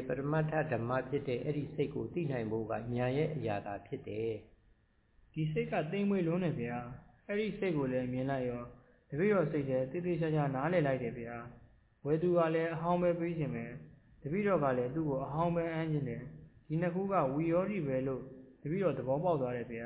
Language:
Burmese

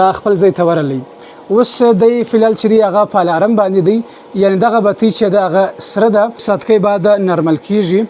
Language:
Pashto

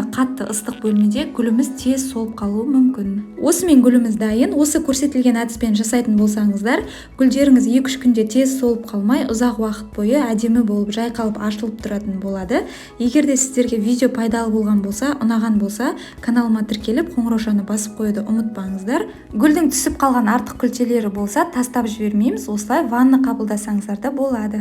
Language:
Kazakh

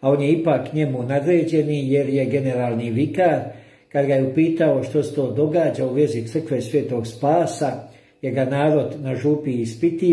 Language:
Croatian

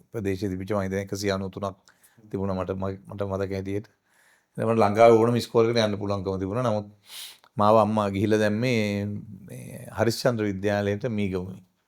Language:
Sinhala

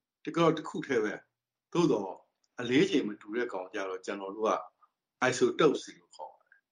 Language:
Burmese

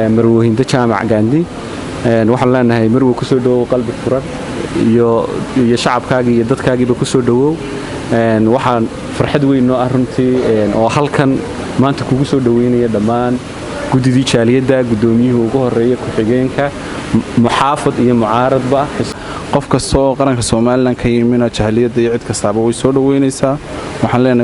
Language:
Somali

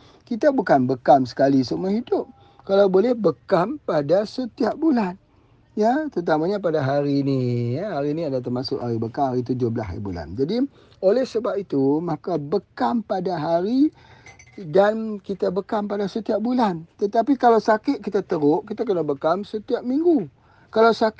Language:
Malay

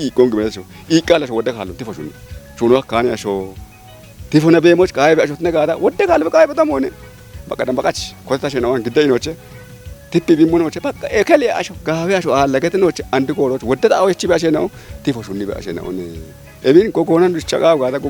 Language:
Kafa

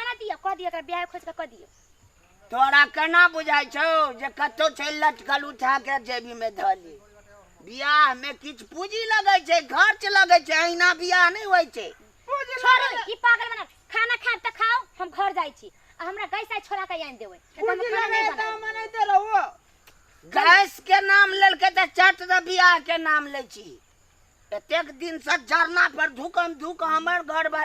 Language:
Maithili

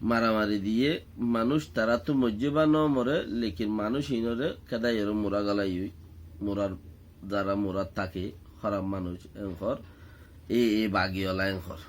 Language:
Rohingya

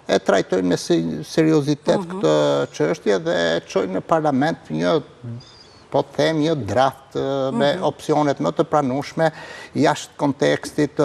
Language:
Albanian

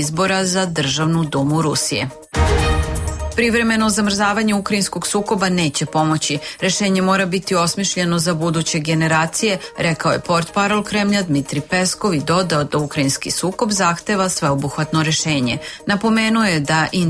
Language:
Serbian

